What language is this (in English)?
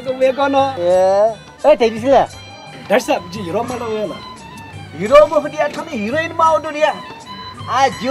Newari